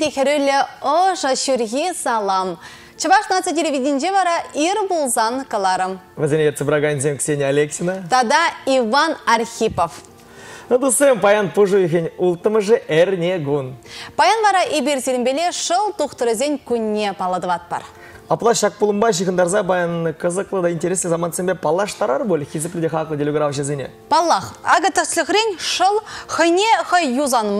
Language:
Chuvash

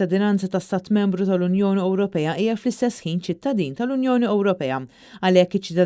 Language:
Maltese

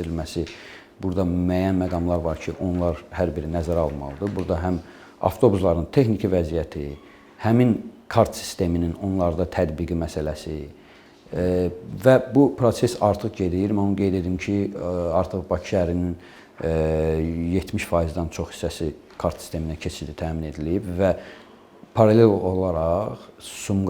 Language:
Azerbaijani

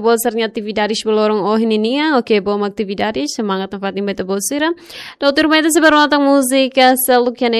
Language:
Tetum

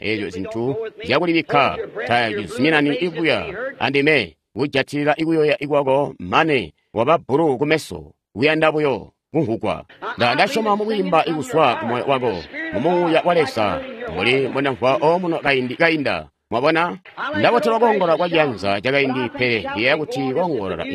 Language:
Tonga (Zambia)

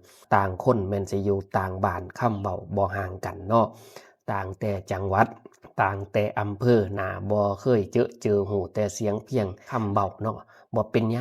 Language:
Lao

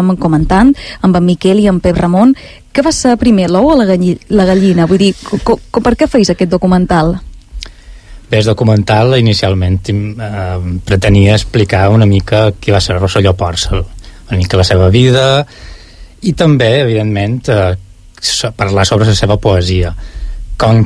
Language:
Catalan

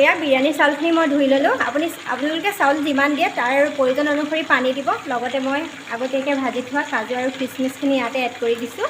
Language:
Assamese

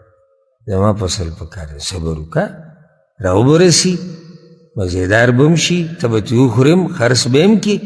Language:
Pashto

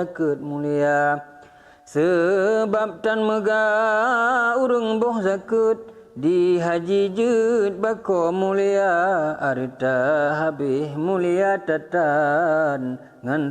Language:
Achinese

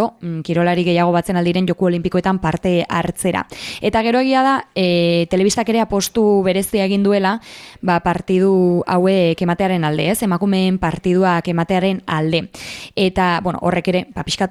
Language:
Basque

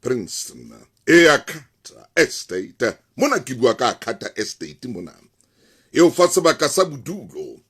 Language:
Southern Sotho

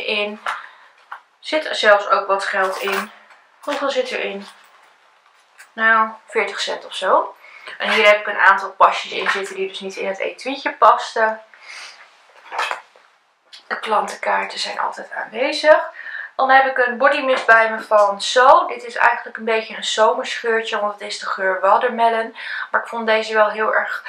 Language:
Dutch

